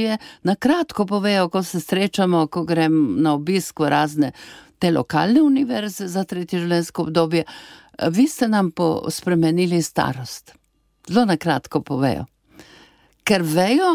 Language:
Slovenian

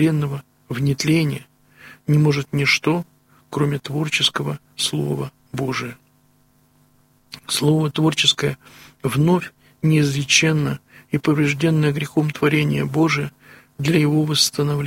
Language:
Russian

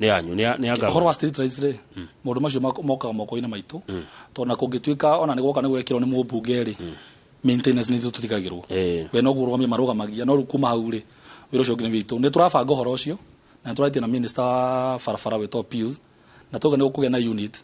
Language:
Kikuyu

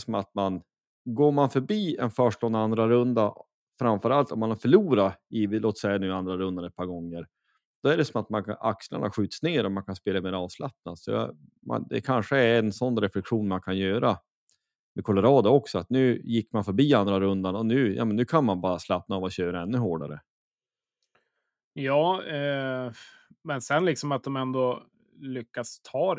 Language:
Swedish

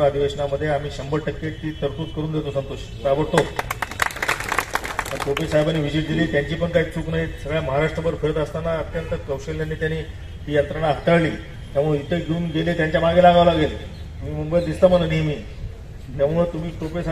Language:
Marathi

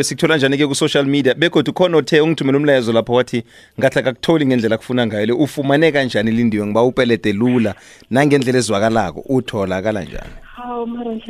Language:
South Ndebele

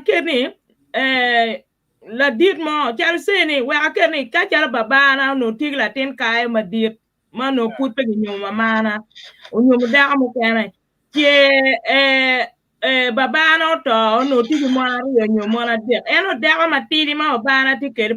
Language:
Acoli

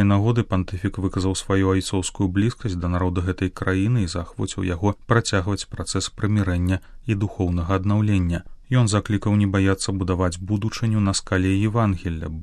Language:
Belarusian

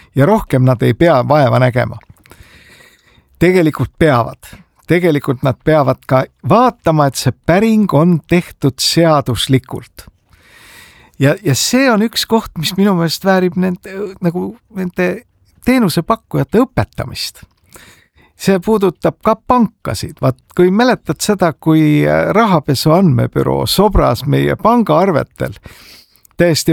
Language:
Estonian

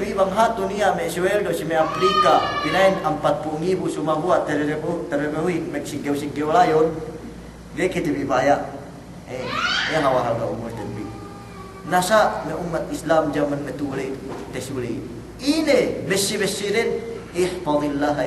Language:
Yakan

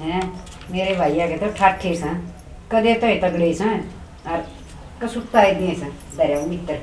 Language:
Haryanvi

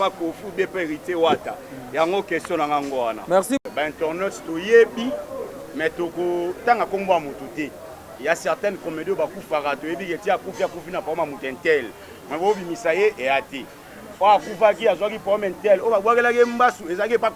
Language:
Lingala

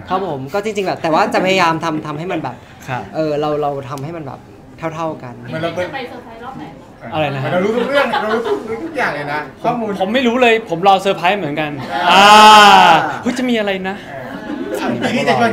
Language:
Thai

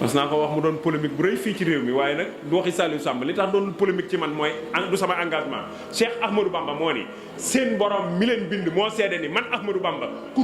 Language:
Wolof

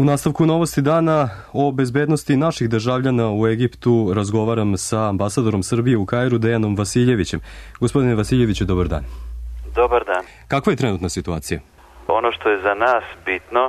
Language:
Serbian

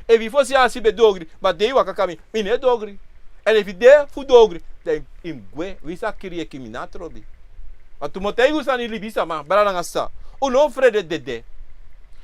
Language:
Sranan Tongo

